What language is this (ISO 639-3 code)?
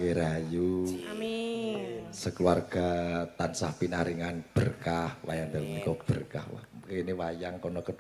jav